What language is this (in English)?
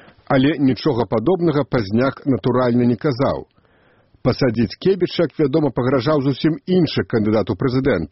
Belarusian